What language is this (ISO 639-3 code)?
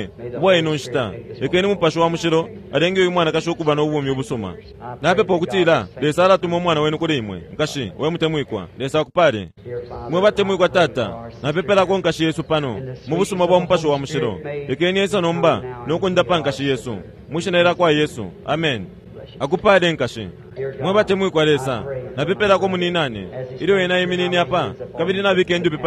bem